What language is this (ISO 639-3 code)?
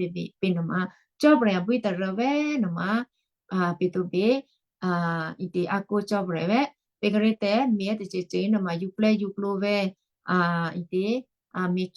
kyu